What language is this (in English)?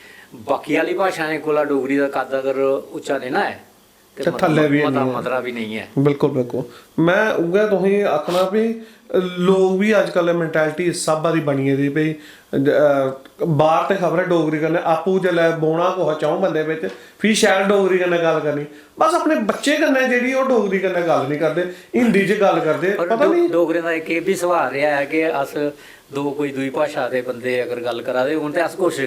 Dogri